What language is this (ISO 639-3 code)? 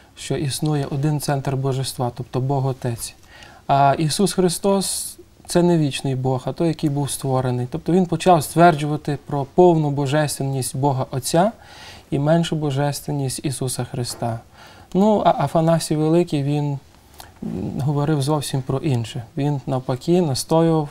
ukr